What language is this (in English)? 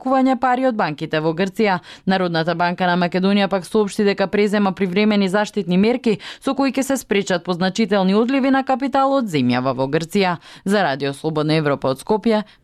Macedonian